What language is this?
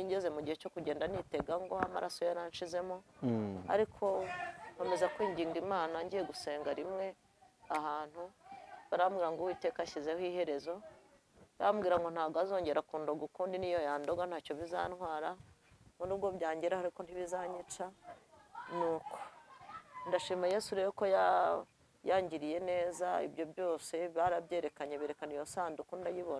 Kinyarwanda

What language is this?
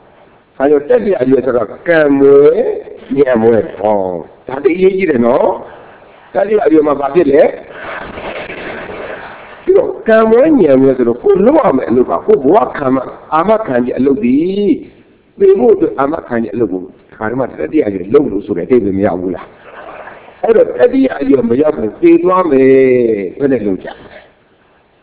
Burmese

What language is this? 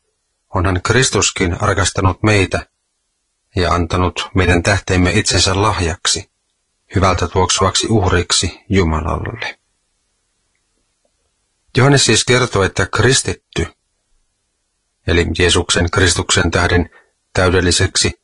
Finnish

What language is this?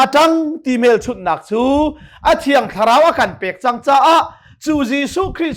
Hakha Chin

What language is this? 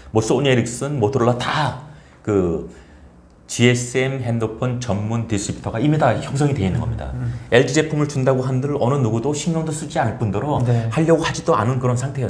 Korean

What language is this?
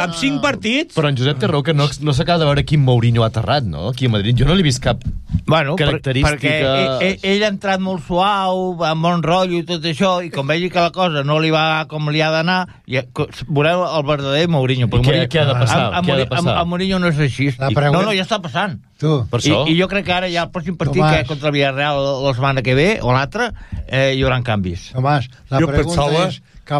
Catalan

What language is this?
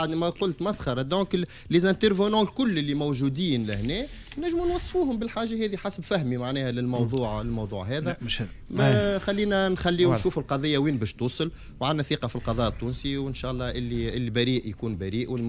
Tunisian Arabic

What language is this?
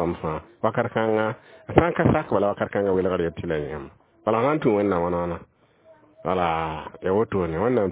Mossi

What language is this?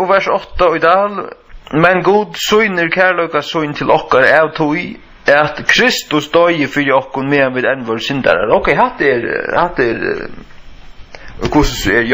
Faroese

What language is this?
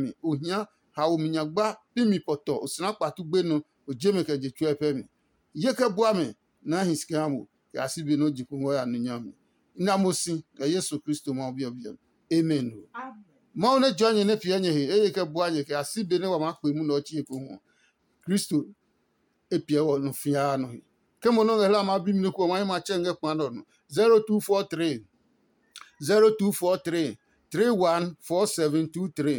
Adangme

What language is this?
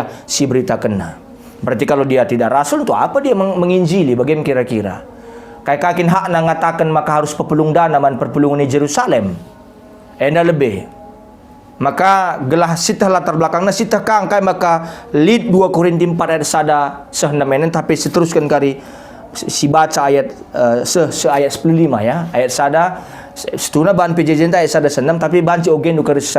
Batak Karo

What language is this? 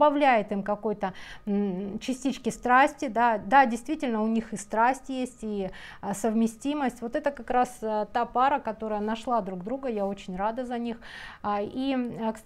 Russian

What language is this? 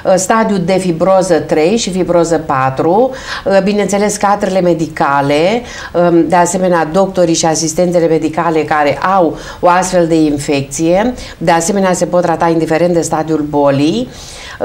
Romanian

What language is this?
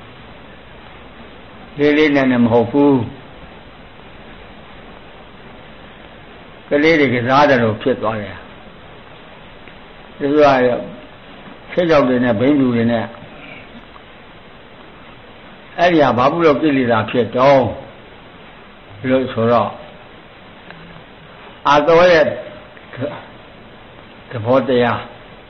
Burmese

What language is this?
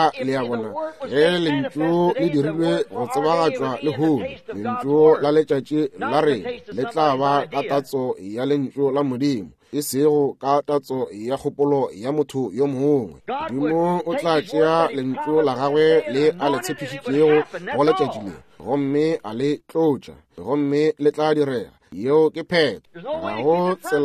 Northern Sotho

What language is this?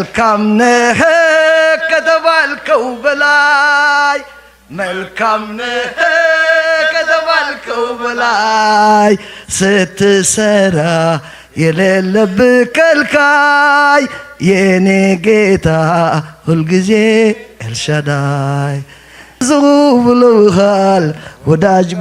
Amharic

